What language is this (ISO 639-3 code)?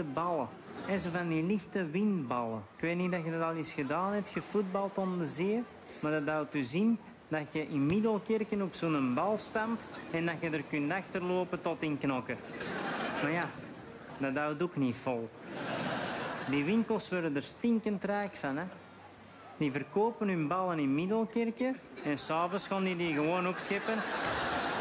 nld